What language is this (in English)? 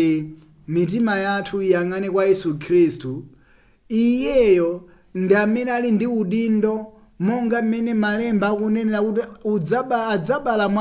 Nyanja